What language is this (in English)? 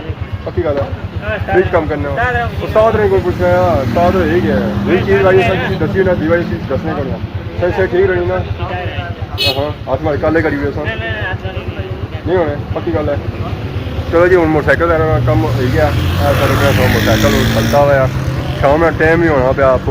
Pahari-Potwari